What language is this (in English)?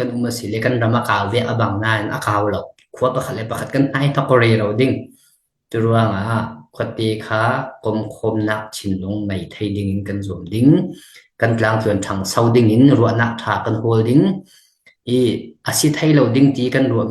Falam Chin